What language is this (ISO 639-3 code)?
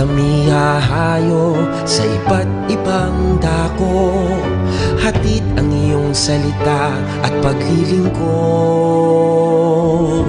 pam